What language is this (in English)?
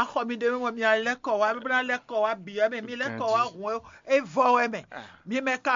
Fon